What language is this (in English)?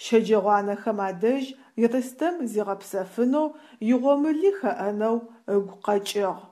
Adyghe